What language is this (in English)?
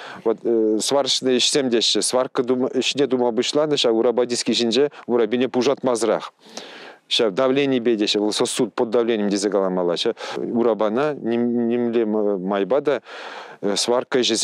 Chuvash